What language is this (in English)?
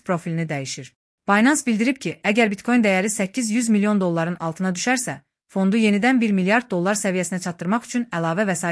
Azerbaijani